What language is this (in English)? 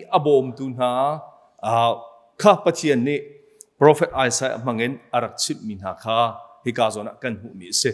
Hakha Chin